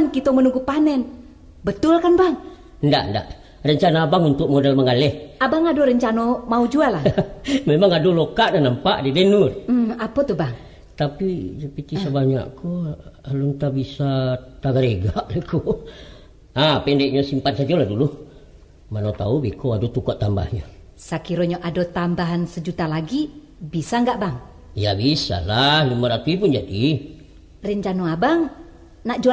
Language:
Minangkabau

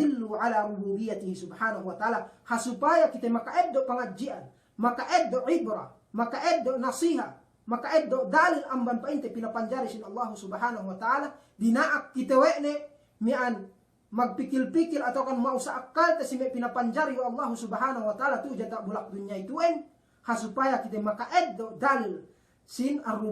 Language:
Yakan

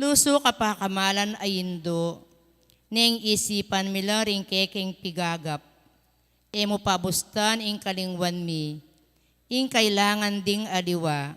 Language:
Pampanga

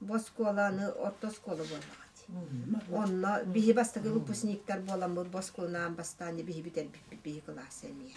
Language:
Yakut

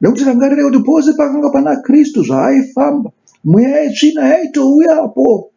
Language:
Shona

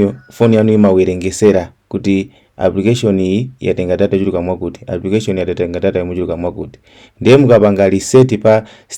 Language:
Nyanja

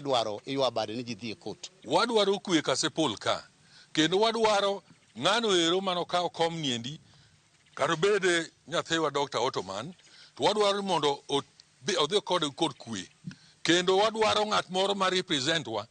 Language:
Luo (Kenya and Tanzania)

